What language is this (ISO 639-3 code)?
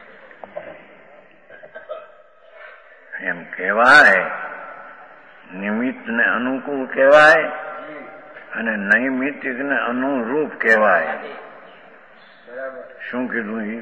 guj